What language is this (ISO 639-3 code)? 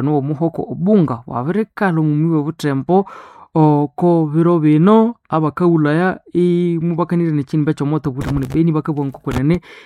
nnb